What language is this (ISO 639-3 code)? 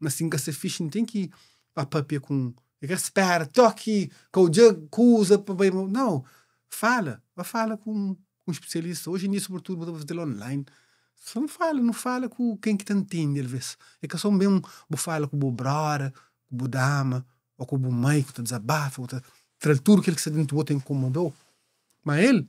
kea